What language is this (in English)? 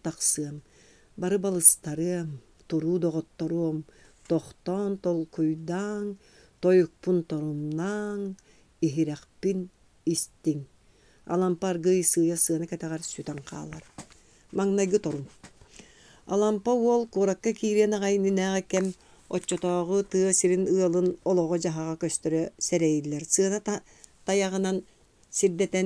Yakut